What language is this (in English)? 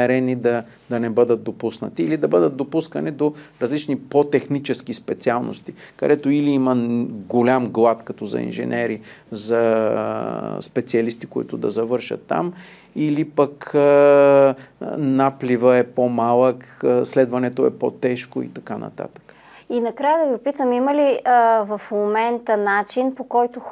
Bulgarian